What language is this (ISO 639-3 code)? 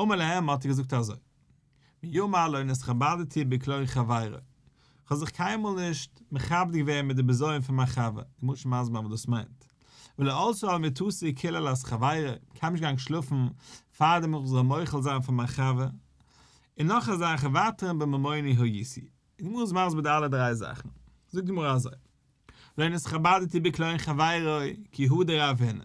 yid